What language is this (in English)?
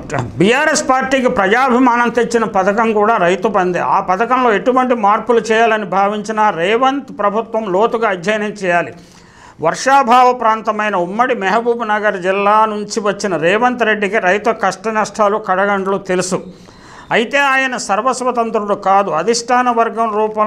Telugu